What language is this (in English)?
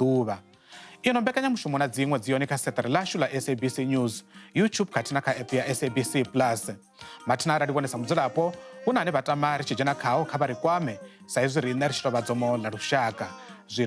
Venda